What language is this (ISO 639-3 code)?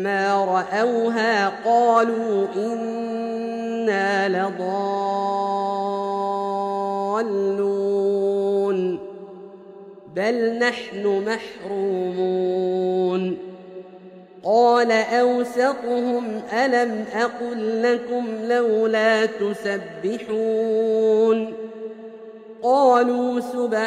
ara